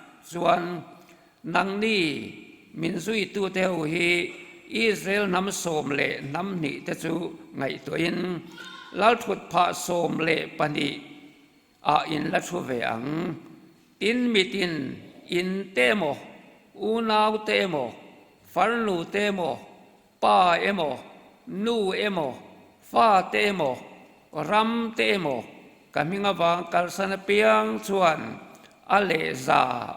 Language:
Mizo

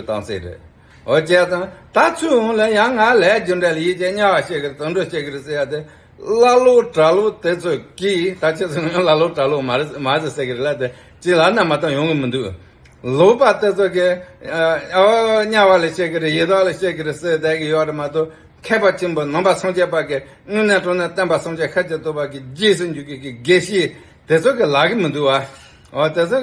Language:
Tibetan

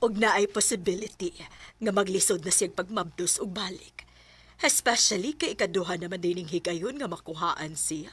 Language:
Cebuano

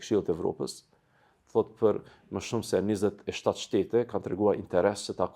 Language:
Albanian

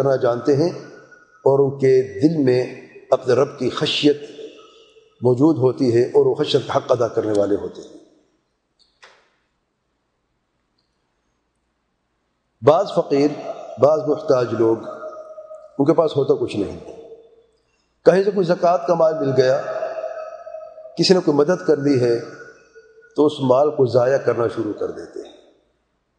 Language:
Urdu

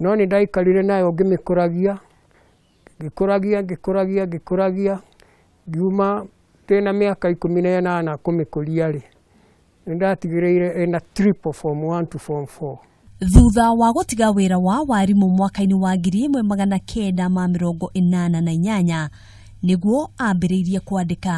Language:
Kikuyu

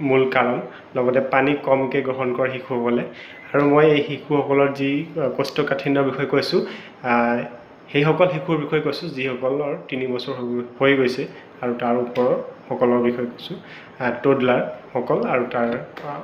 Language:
Assamese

